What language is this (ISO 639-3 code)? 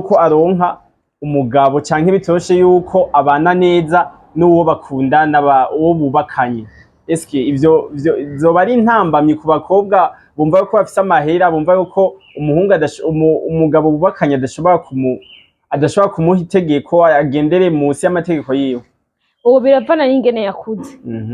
run